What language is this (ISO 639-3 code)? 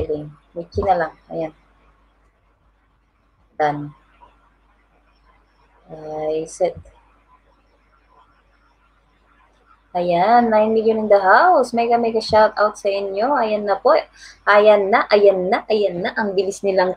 fil